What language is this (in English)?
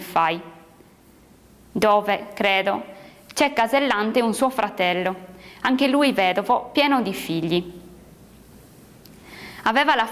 Italian